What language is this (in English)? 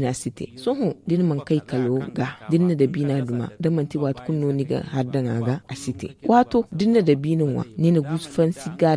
Zarma